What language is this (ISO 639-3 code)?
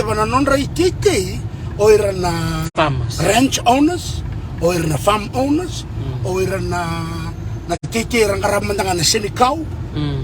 fij